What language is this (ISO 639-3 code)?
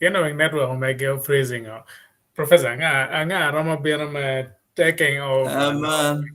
ach